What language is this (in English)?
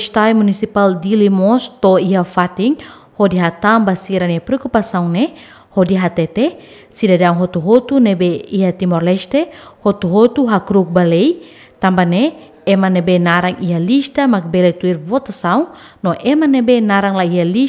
Tetum